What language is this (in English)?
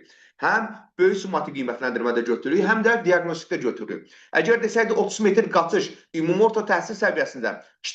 Azerbaijani